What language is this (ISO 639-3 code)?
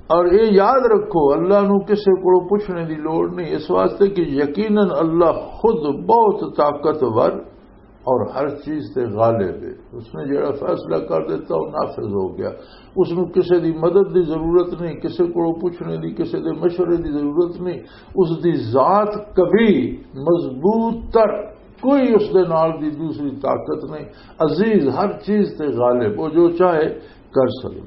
lah